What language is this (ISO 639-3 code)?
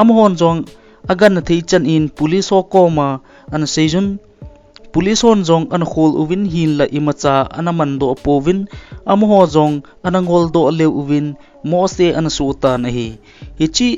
tcz